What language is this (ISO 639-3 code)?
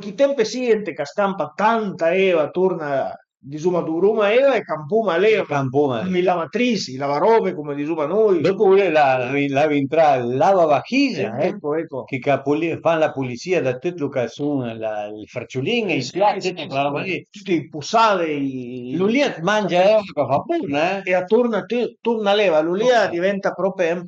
pms